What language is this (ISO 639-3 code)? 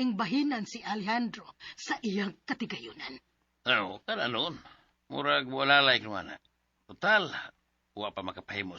ceb